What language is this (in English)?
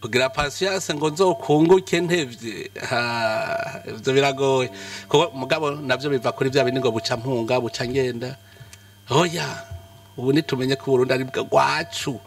Rundi